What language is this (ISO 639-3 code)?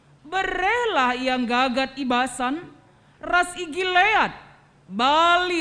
btx